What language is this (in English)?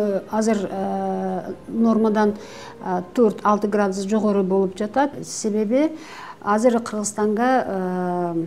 Kyrgyz